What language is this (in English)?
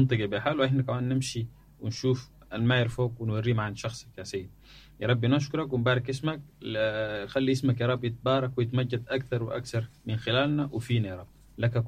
Sudanese Arabic